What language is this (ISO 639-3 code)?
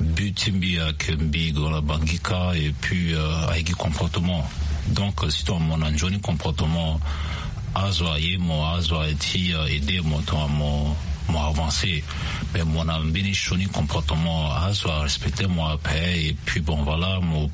sag